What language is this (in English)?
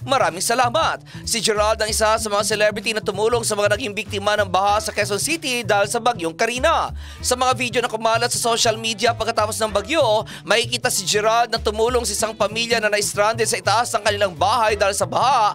Filipino